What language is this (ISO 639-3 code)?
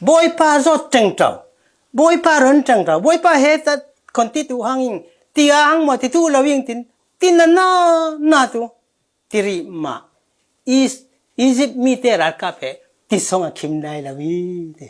cfm